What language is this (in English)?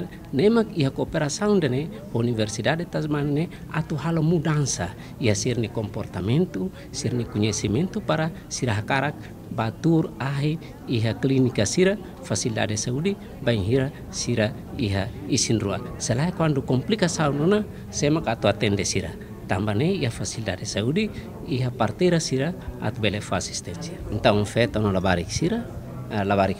Tetum